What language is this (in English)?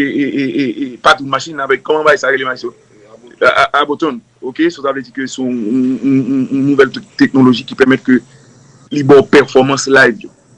Haitian Creole